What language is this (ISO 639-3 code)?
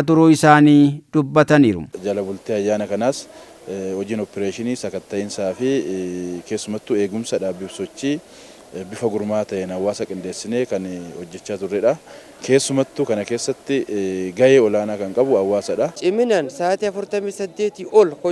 orm